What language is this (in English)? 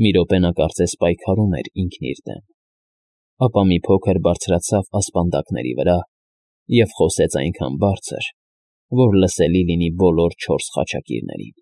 Armenian